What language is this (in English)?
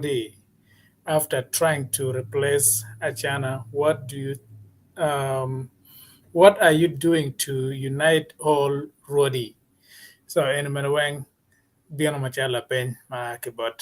Acoli